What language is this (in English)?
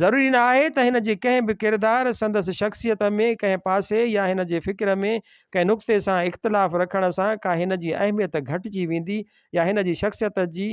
Sindhi